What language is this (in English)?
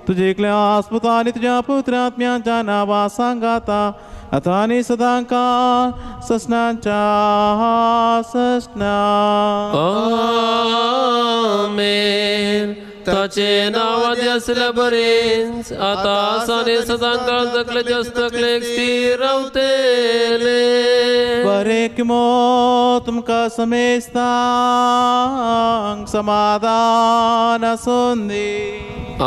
Konkani